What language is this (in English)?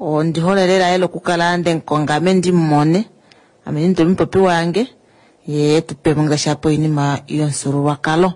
Kuanyama